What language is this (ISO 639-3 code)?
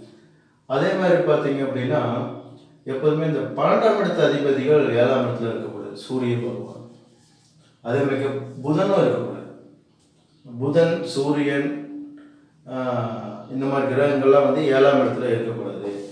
tam